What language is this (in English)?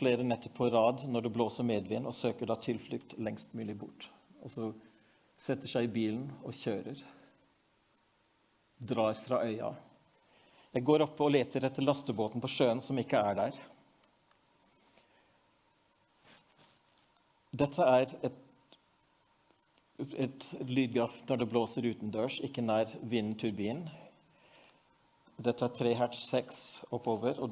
Norwegian